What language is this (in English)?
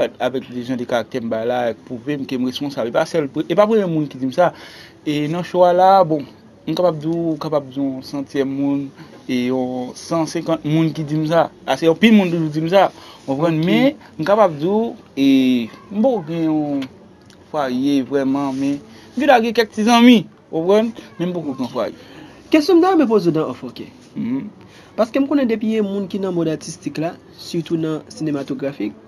Haitian Creole